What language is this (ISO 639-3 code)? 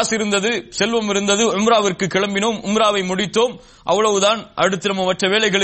tam